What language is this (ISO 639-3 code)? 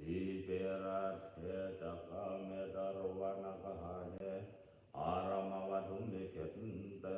pli